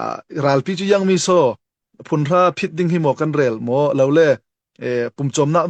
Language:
Falam Chin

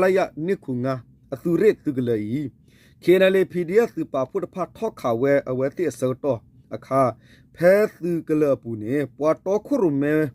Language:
S'gaw Karen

